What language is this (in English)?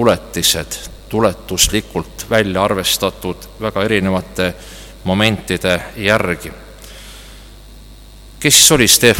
Estonian